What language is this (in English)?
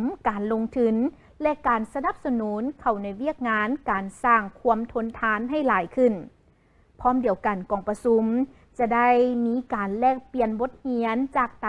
Lao